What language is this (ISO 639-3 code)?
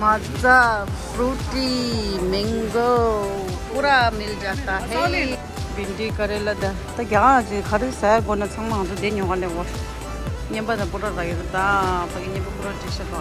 bod